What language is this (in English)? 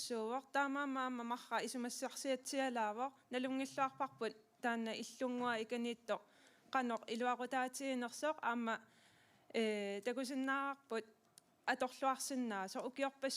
Kalaallisut